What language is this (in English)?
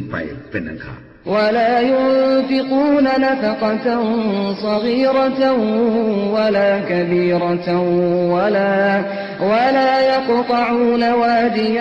Thai